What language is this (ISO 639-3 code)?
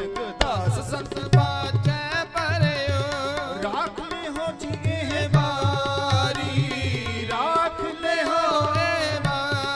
pan